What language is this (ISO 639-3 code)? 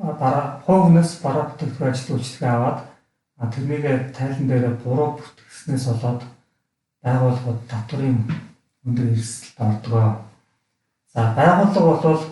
mon